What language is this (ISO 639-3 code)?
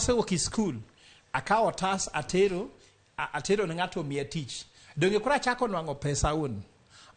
luo